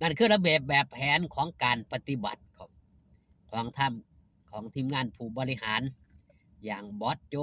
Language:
Lao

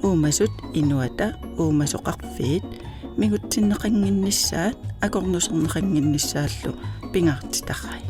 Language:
Kalaallisut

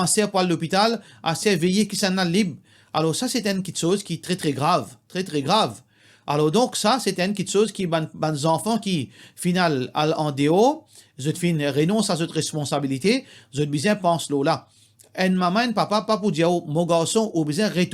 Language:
Morisyen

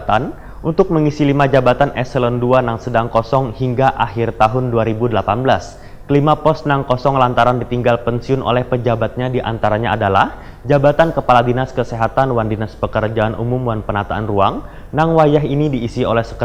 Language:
Banjar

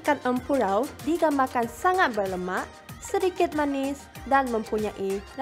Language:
Malay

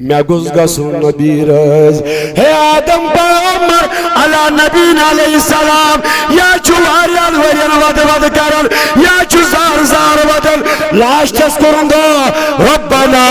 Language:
Kashmiri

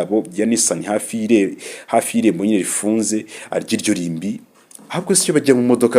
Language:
Kinyarwanda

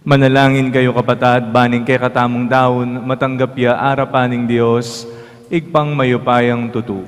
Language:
Pampanga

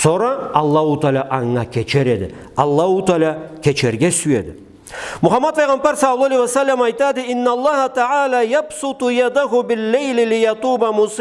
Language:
Karachay-Balkar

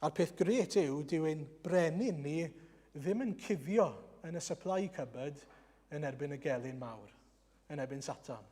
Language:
Welsh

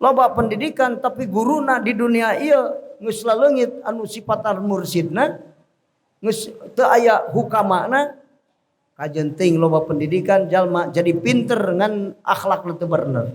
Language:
Sundanese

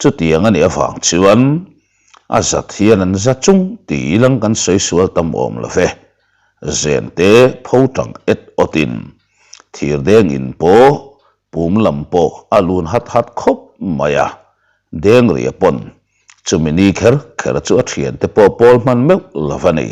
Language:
Mizo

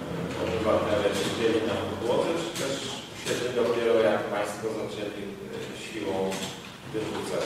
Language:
Polish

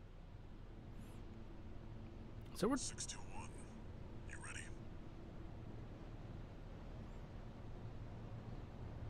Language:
English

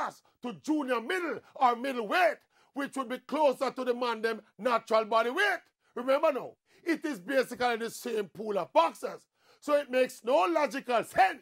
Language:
Jamaican Creole English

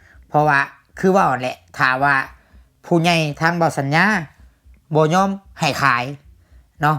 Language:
Lao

